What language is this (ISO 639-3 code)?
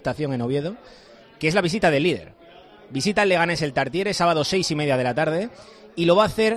spa